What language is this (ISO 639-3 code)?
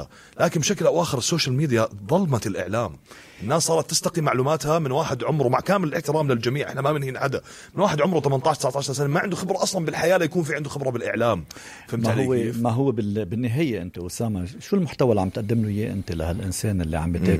apc